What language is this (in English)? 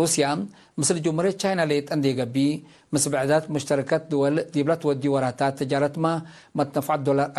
Tigre